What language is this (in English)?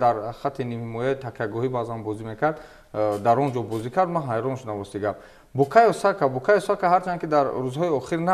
Tajik